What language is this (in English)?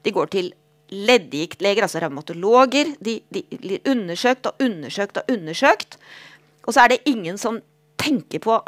Norwegian